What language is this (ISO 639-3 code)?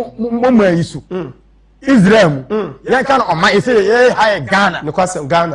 aka